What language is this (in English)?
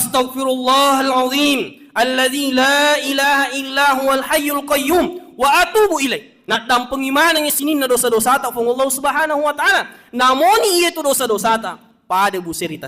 Buginese